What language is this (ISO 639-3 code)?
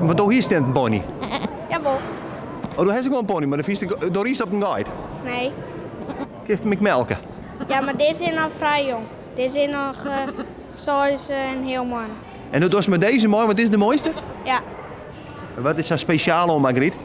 fry